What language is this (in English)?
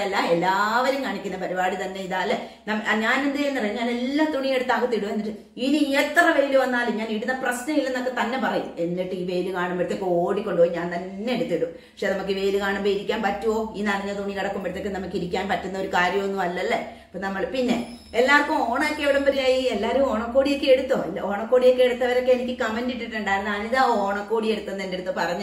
Malayalam